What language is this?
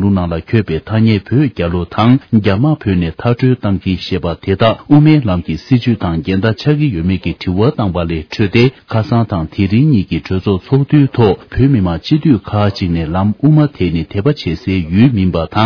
Tibetan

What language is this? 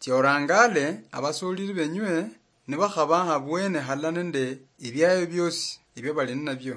Luyia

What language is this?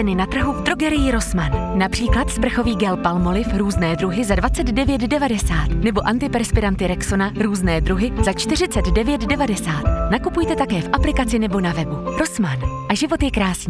Czech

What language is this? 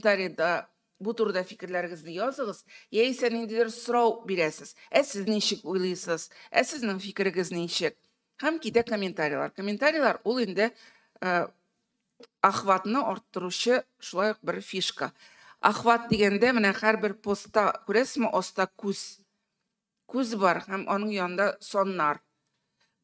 Tatar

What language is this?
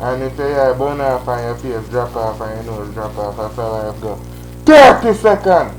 Jamaican Creole English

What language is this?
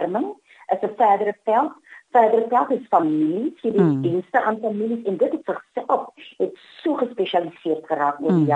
Afrikaans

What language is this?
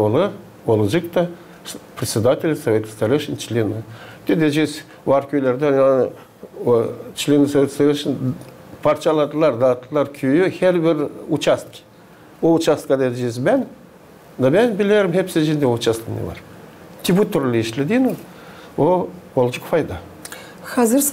Gagauz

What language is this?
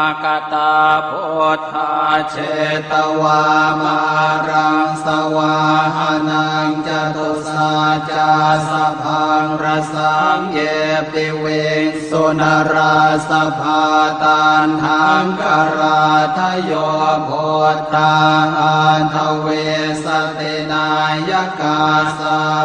Pali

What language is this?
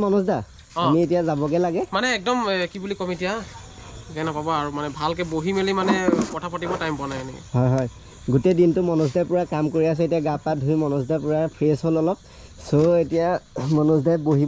Assamese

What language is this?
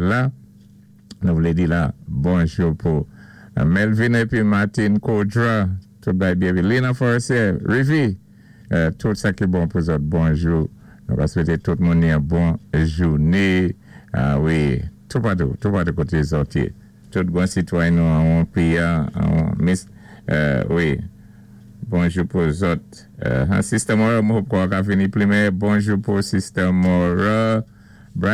Saint Lucian Creole French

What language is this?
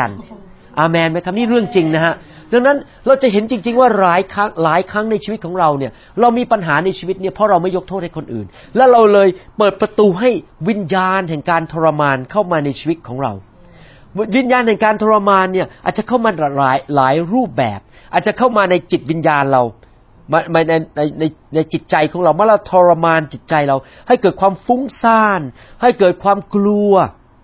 Thai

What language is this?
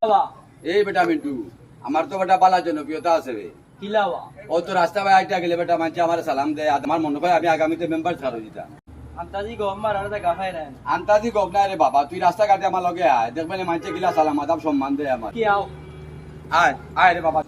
Sylheti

